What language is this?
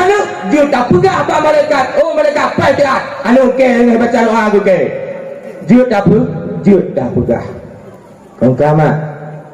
Achinese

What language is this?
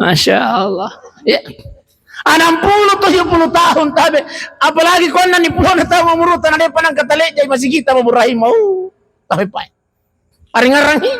Buginese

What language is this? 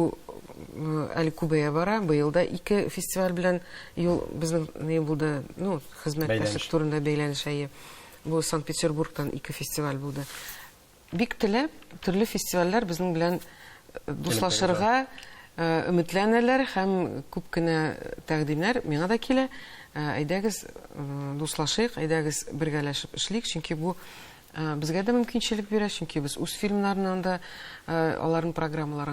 Tatar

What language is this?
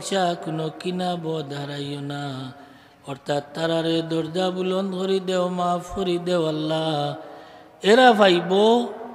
Sylheti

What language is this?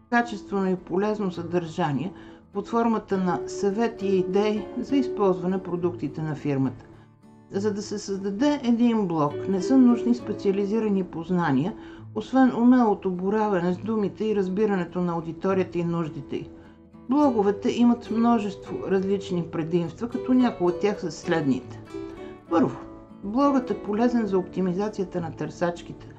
Bulgarian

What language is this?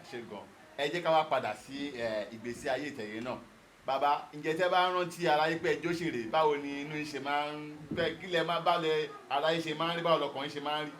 Yoruba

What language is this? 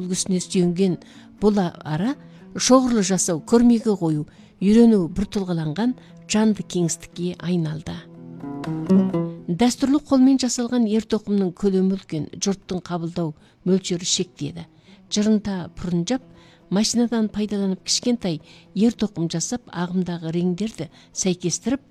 Kazakh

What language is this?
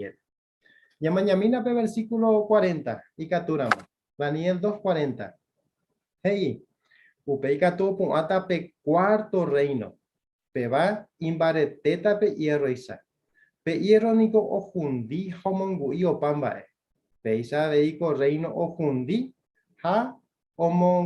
Guarani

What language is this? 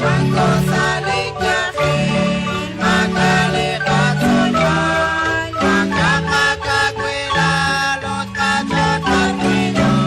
Kekchí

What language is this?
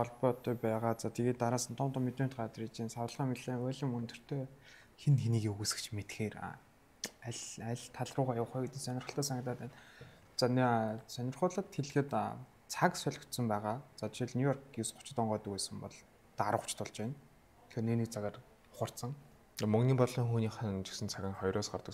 Mongolian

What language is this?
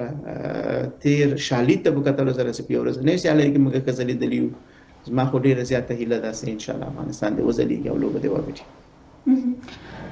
Pashto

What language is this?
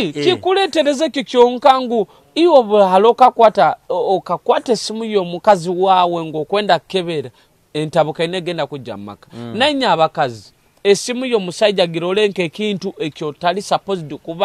Nyoro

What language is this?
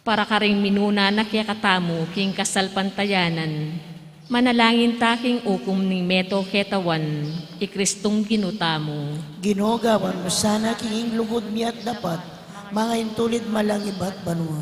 Pampanga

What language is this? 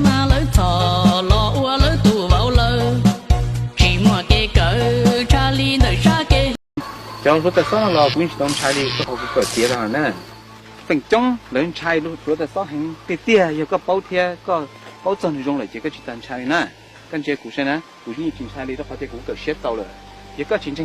Hmong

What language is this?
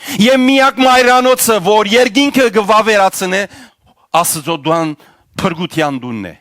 Western Armenian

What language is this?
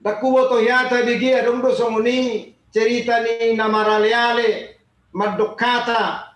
Batak Toba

